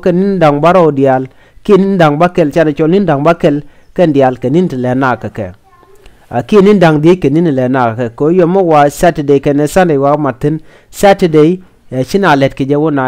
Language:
Nuer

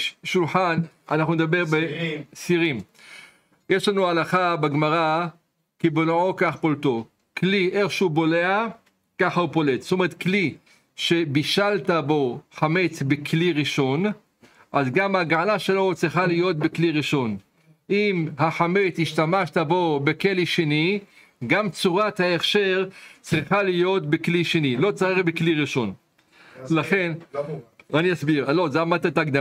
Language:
Hebrew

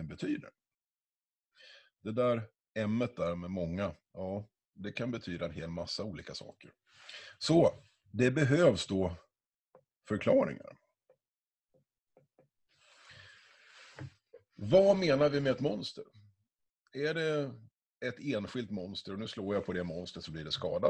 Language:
Swedish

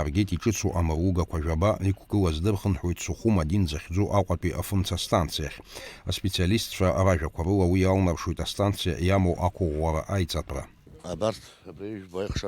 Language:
Abkhazian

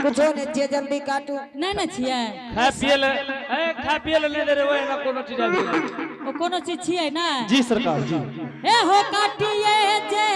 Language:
Angika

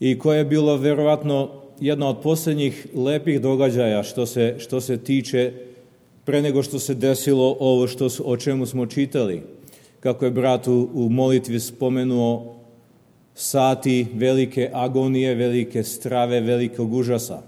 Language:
Serbian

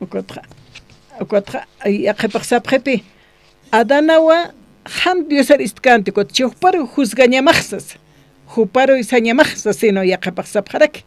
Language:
Aymara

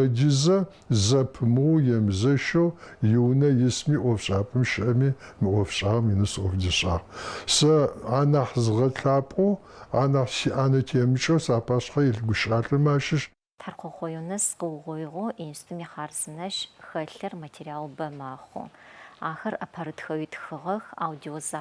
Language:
Adyghe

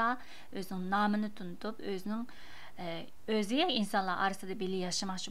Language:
Uyghur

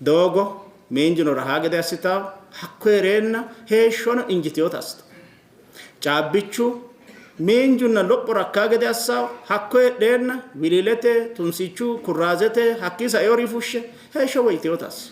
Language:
Sidamo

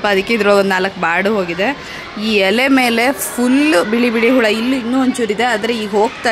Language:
Kannada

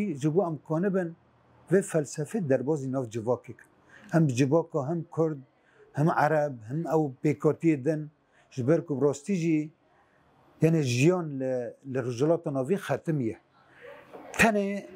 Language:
Kurdish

